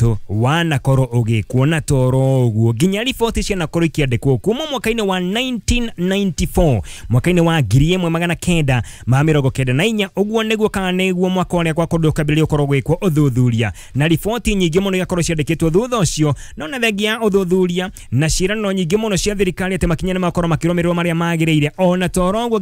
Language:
Kikuyu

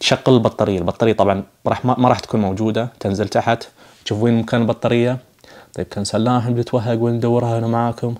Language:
Najdi Arabic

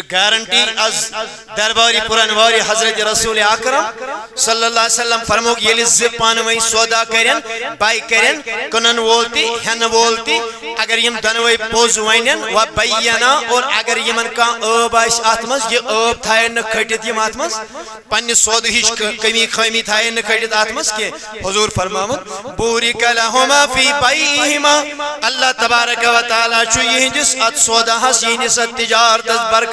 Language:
Kashmiri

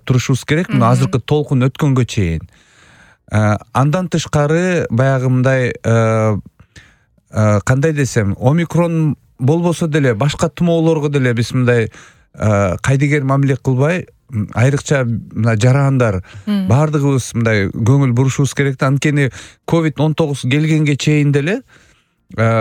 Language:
Kyrgyz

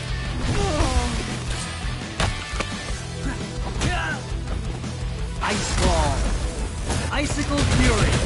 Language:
English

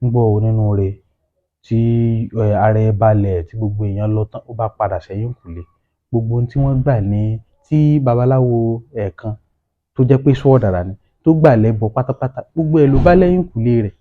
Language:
Yoruba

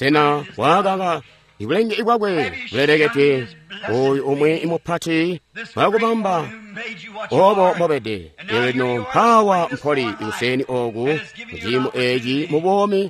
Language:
Tonga (Zambia)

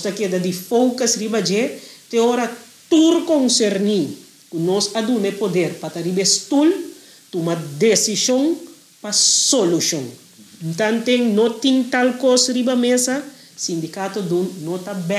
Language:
Papiamento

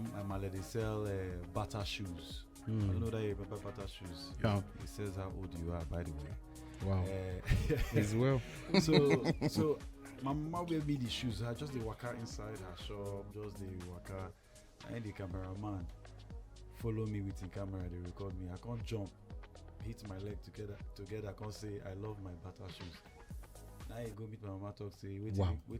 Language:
Nigerian Pidgin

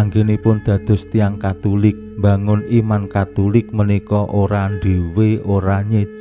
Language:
Javanese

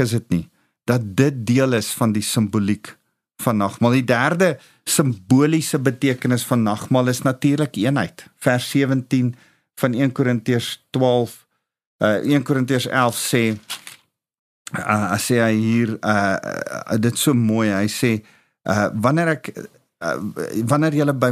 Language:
Afrikaans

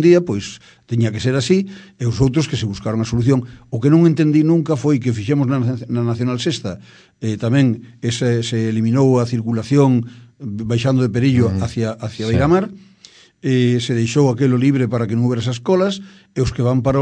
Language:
Galician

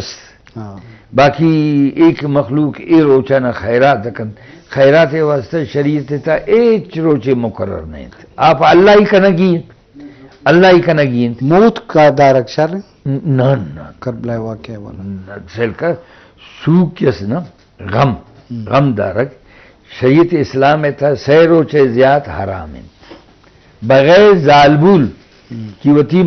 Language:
Eastern Balochi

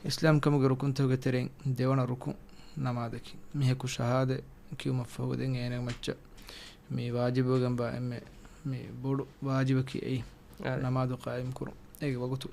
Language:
Divehi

